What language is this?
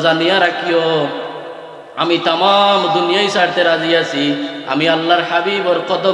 Sylheti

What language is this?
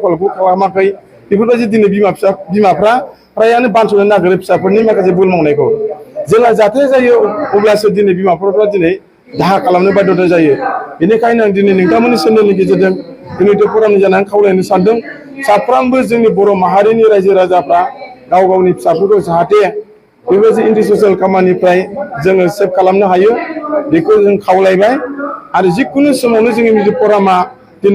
Bodo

